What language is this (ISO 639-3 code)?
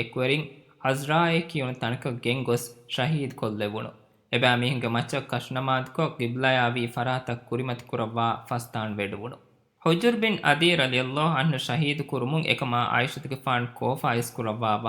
div